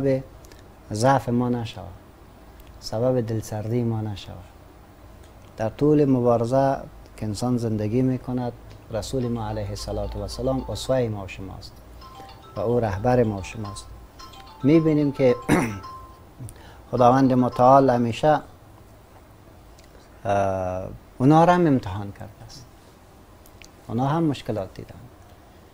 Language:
Persian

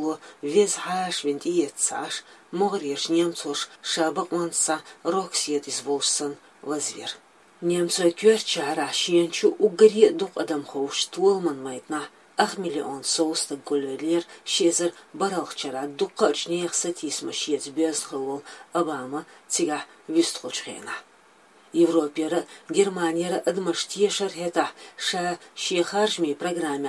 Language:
Chechen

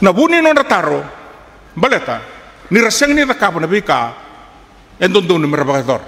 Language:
Fijian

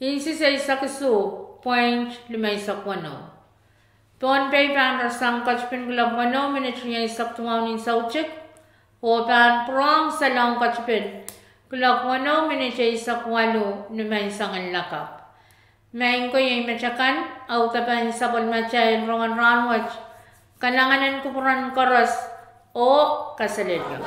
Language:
Pohnpeian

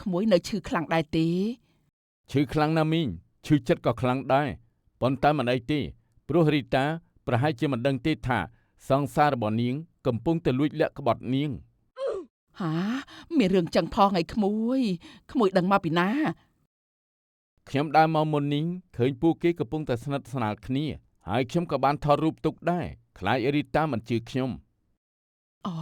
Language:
Khmer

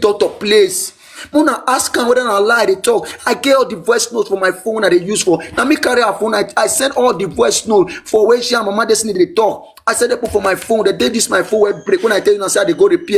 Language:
Nigerian Pidgin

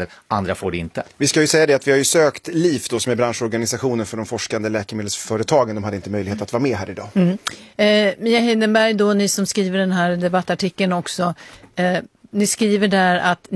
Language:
Swedish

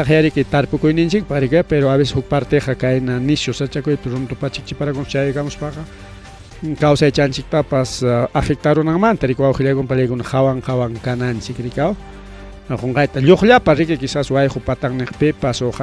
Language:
Ayacucho Quechua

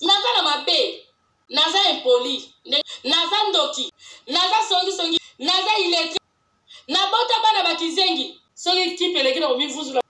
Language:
Lingala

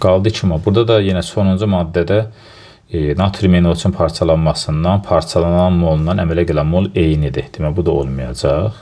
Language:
Azerbaijani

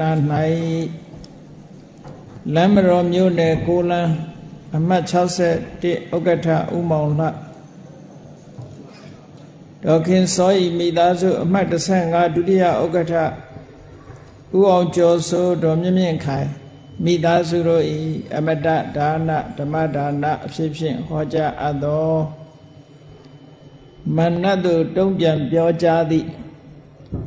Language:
Burmese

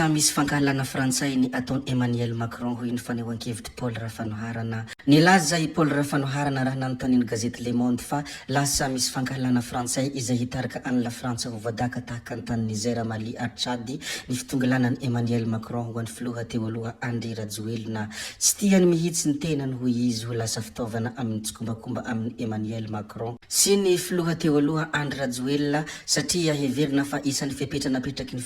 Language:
Malagasy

